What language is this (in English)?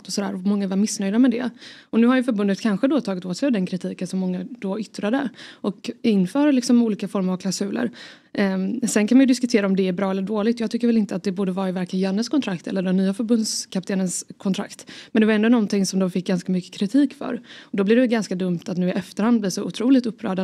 Swedish